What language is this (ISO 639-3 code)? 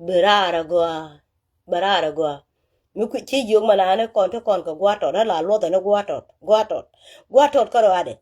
nus